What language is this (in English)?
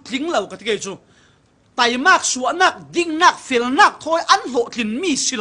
Falam Chin